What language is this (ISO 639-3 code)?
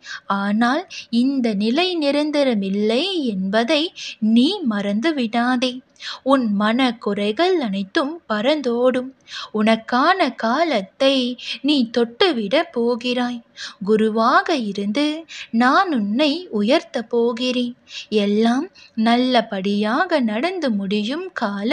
tam